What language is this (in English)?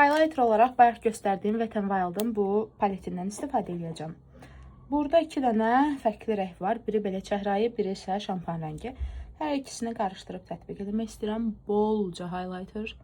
Azerbaijani